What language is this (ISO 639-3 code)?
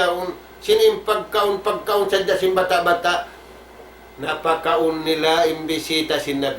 tsg